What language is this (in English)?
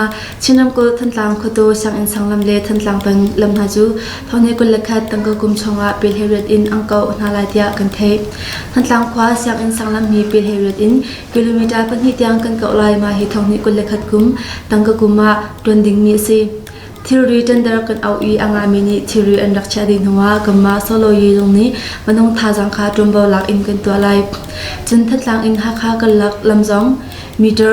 Hakha Chin